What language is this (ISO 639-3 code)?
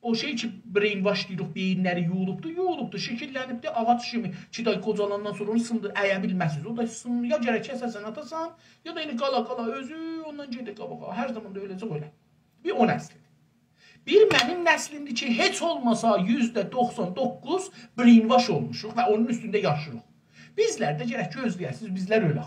azb